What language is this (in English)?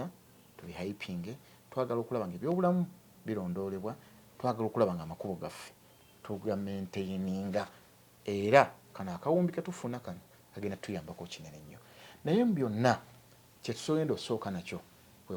Ganda